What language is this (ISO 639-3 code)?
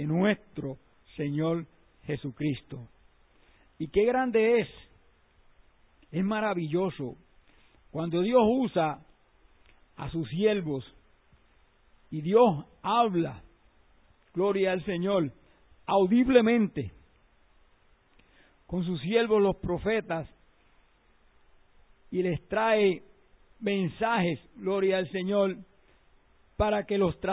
spa